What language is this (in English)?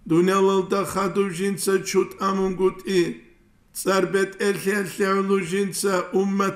Avaric